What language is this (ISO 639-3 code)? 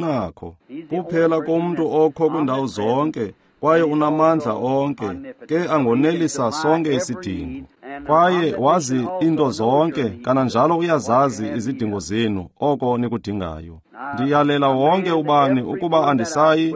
xho